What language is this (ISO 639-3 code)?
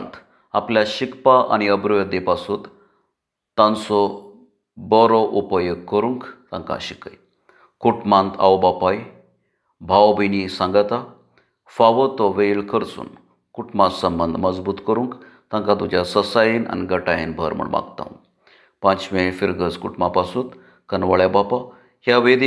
kok